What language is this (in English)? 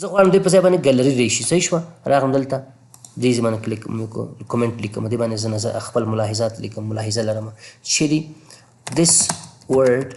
Pashto